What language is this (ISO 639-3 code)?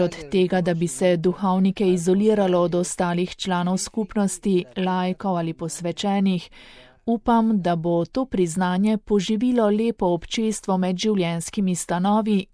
slv